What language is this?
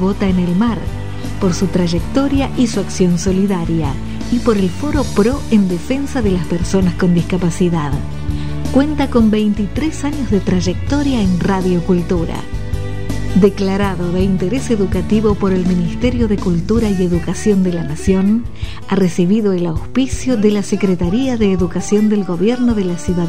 Spanish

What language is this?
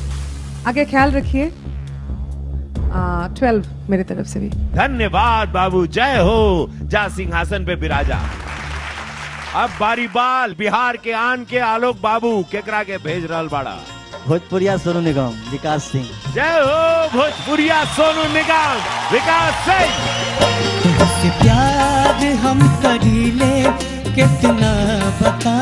Bhojpuri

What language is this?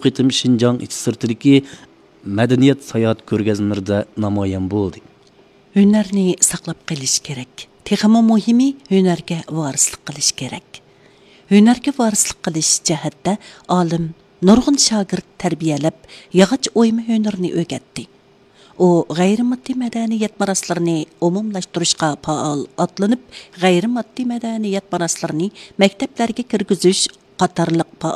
Uyghur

